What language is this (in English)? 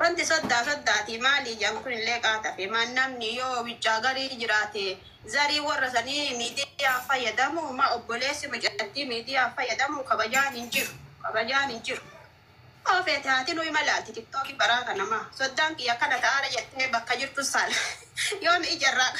Oromo